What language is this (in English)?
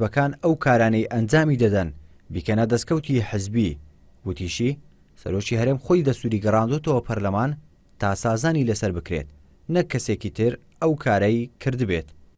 Central Kurdish